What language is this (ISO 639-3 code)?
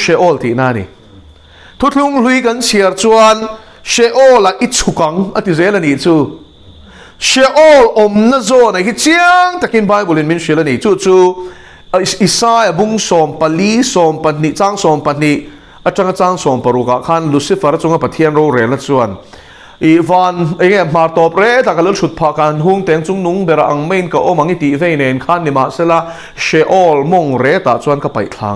lus